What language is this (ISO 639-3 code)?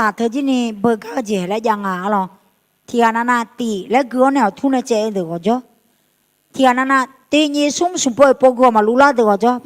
ahk